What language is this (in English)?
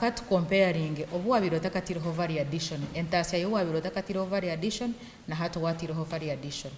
Nyankole